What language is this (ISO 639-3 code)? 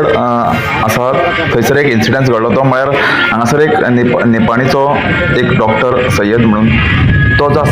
kok